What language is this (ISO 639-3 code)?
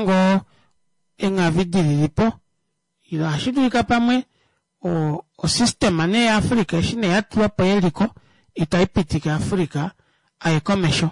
kua